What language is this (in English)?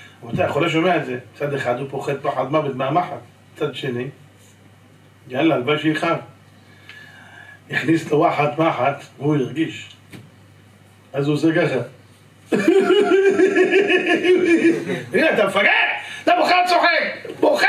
Hebrew